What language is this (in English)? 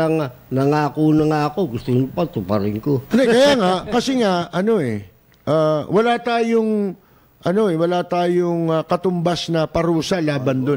Filipino